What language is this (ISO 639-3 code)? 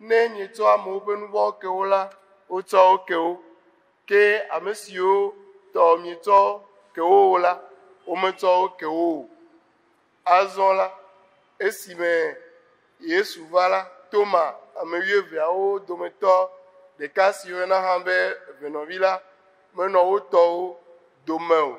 ewe